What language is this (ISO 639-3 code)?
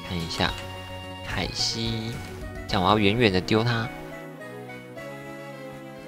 zho